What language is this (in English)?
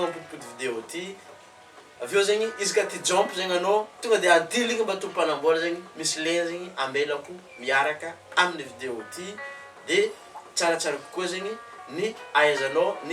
Malagasy